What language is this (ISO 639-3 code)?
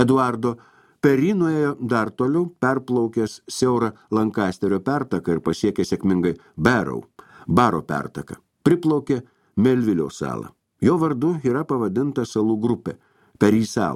lit